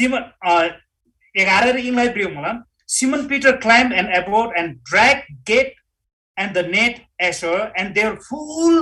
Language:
Eastern Tamang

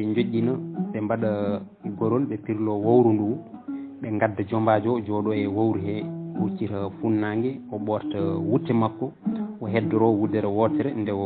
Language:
Fula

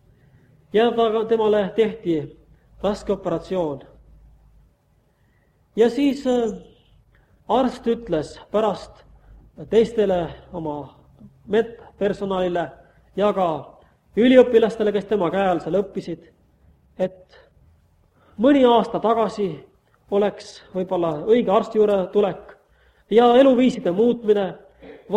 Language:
Estonian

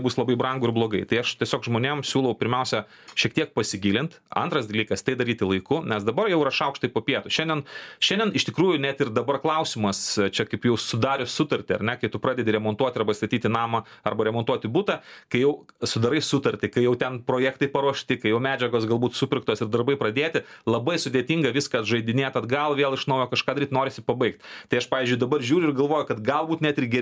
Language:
Lithuanian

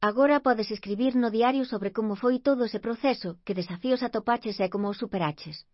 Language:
Galician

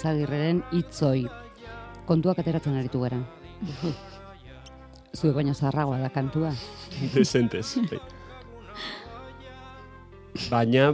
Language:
Basque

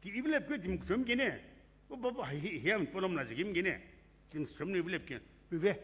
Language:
Sumi Naga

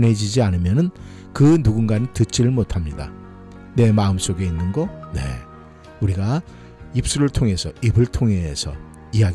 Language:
Korean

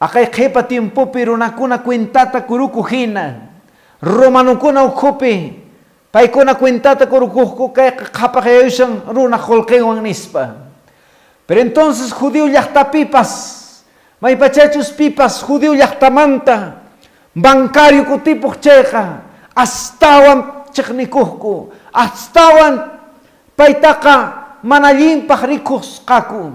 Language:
Quechua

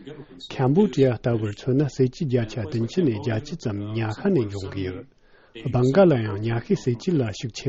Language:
Tibetan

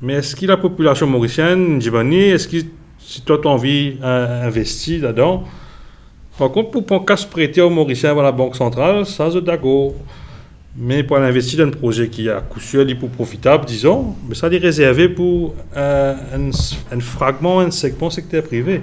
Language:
Morisyen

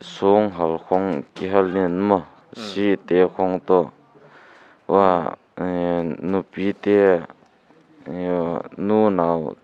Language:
Paite Chin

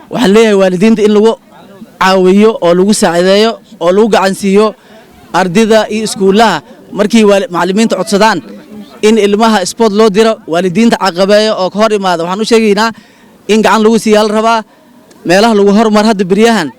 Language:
Somali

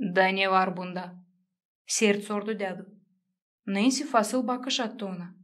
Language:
Gagauz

